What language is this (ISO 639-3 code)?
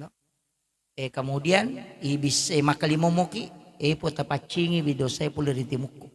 bug